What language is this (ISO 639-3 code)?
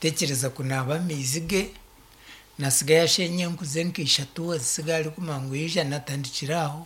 nyn